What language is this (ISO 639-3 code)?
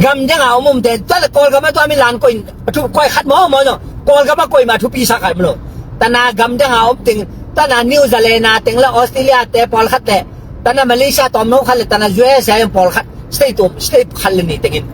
ctd